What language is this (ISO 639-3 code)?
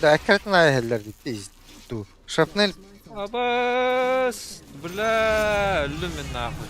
sah